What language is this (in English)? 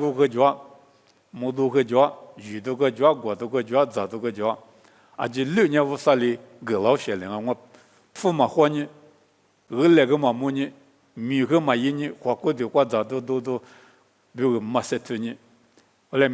Lisu